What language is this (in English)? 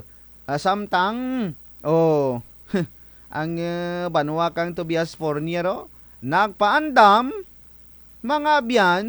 Kinaray-a